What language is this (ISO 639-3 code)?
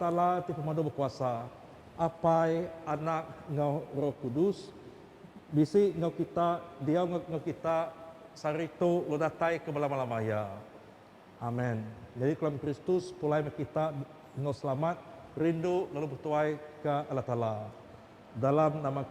iba